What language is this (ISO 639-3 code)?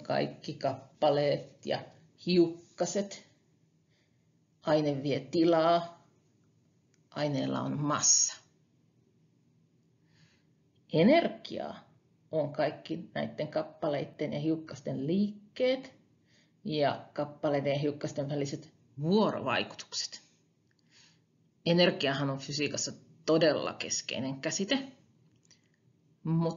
fin